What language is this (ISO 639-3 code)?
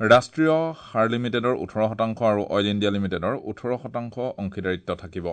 asm